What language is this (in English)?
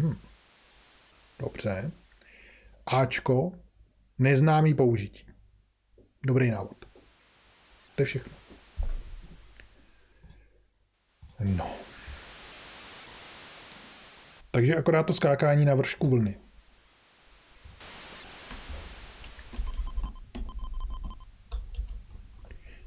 Czech